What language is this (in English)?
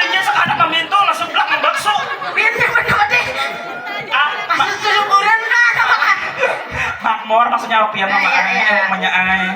Banjar